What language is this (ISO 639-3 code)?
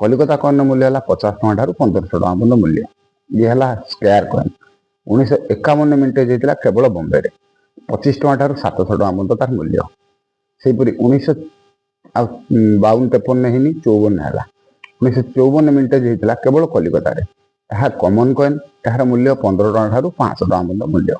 ori